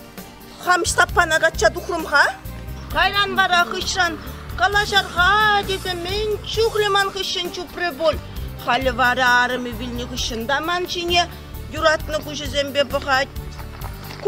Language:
Chuvash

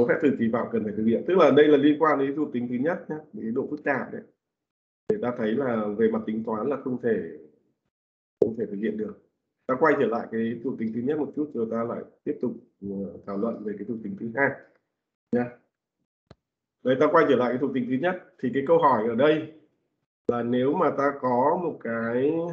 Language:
Vietnamese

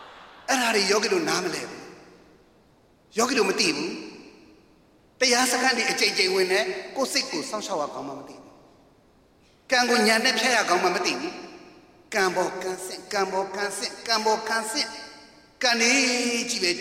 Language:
Burmese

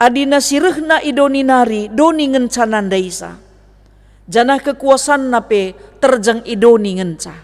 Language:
Batak Karo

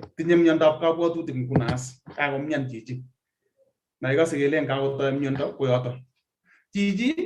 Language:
Kalenjin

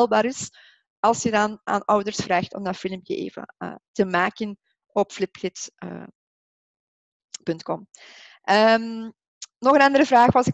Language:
Dutch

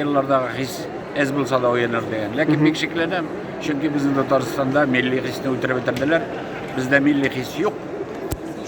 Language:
Tatar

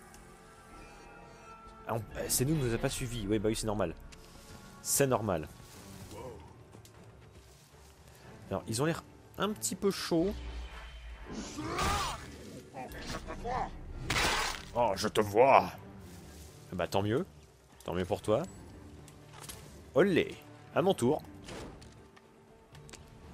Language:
French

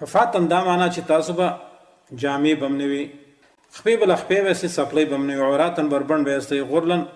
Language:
Pashto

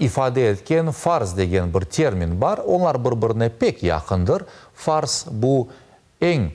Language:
Crimean Tatar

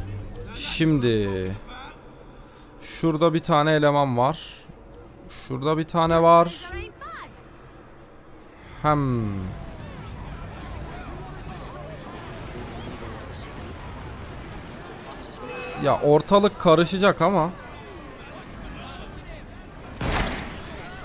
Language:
Turkish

